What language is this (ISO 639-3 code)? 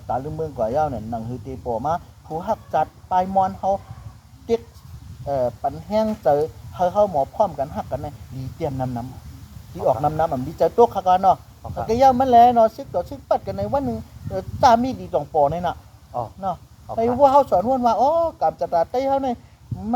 shn